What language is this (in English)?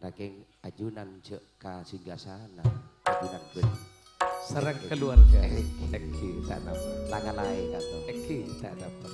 Madurese